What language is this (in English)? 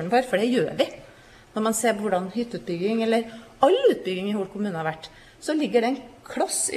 Norwegian